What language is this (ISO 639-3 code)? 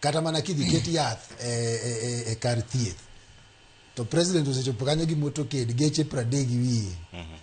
luo